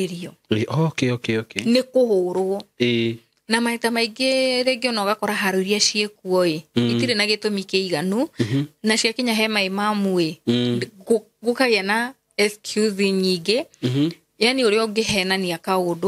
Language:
Kikuyu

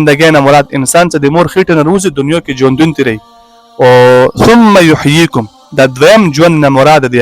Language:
Pashto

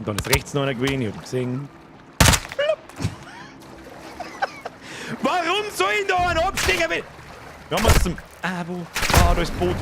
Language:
Bavarian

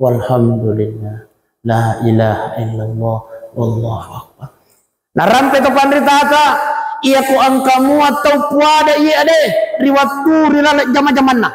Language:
Buginese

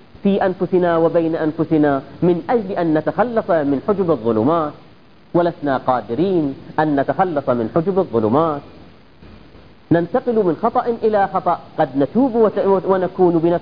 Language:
Arabic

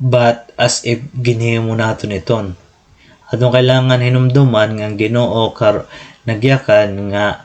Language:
Waray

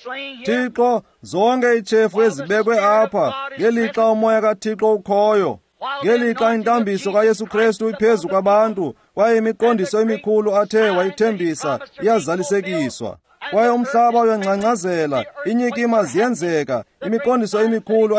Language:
Xhosa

